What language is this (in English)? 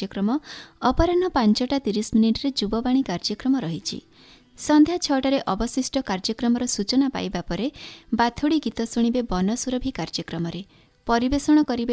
Odia